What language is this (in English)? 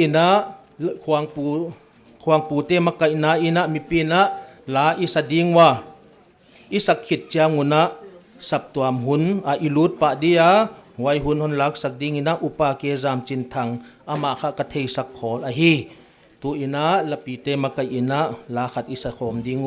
Paite Chin